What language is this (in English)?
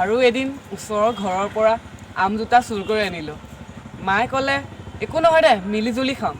Assamese